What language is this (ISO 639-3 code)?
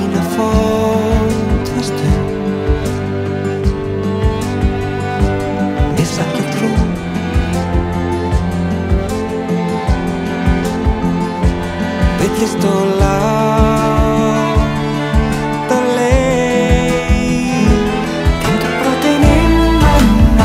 isl